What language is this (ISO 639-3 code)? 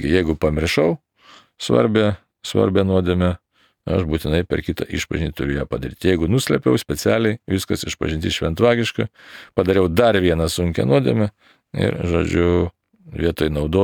lit